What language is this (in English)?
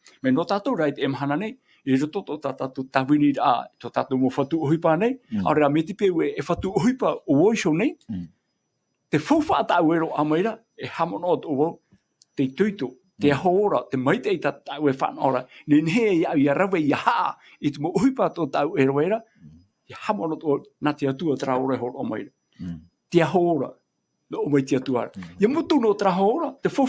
Tahitian